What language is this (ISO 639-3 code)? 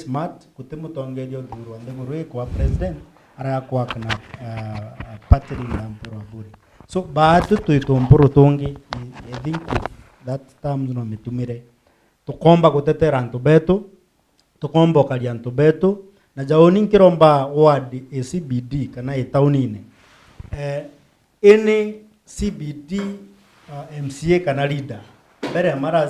mer